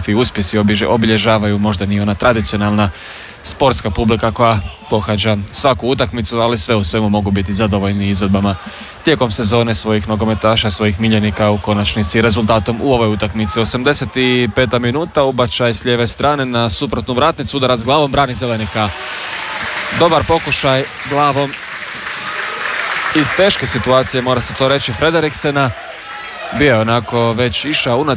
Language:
Croatian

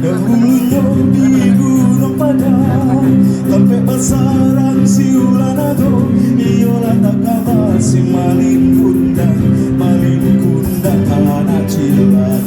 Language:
Minangkabau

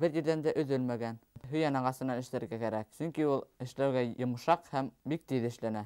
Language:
Bashkir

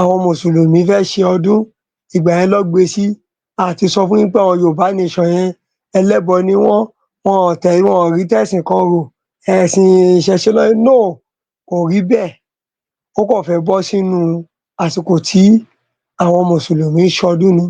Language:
Yoruba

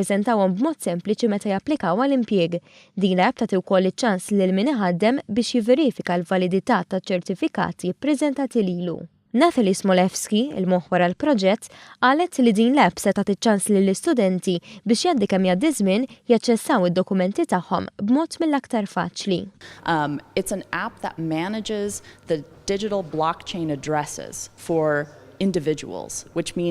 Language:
Maltese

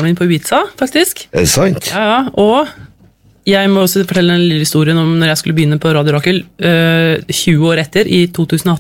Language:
Norwegian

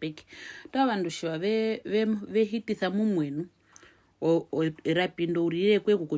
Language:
Herero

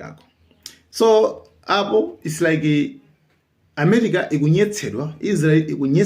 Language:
Nyanja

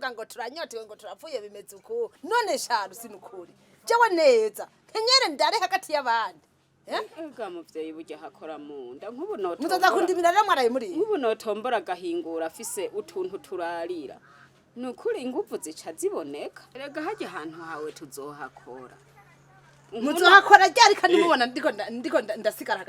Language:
Rundi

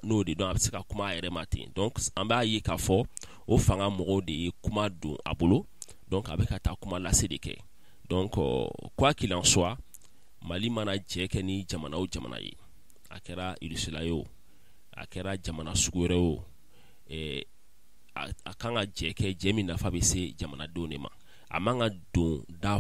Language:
Bambara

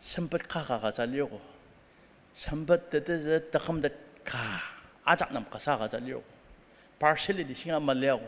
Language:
Ao Naga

